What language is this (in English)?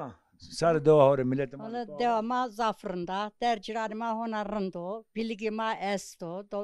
Zaza